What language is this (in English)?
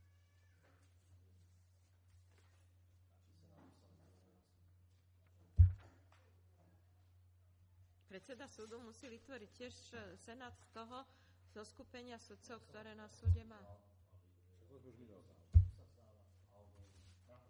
Slovak